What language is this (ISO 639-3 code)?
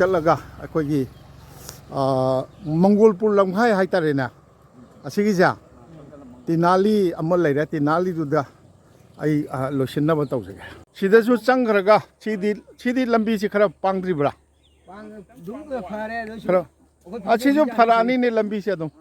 mni